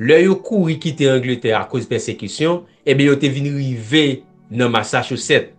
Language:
Haitian Creole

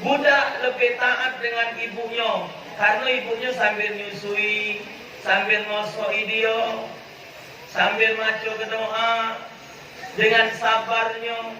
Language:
Musi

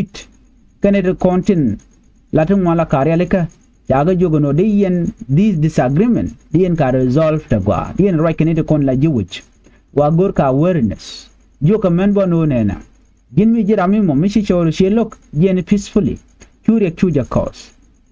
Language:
Nuer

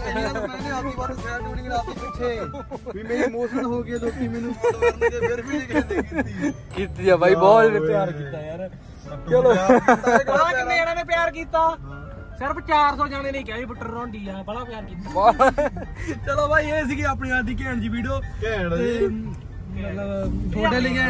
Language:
Punjabi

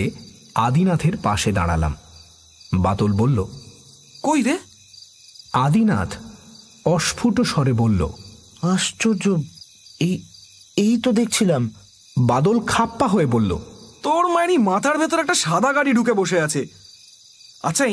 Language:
Bangla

